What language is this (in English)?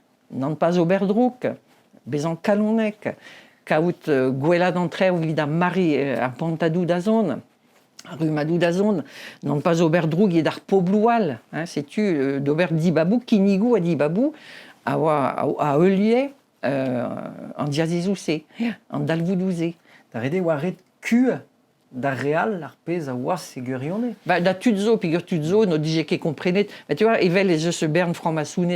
Breton